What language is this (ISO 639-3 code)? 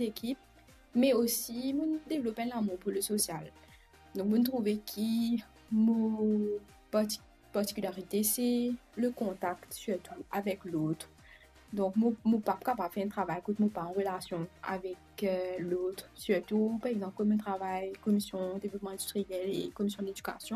mfe